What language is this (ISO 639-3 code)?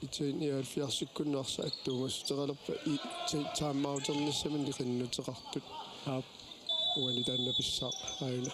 kal